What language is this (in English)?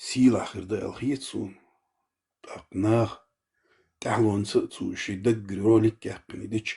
Chechen